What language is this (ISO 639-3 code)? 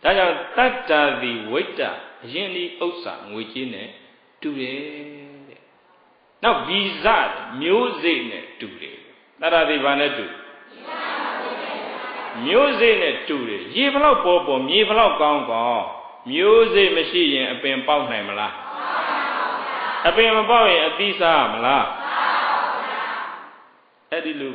mya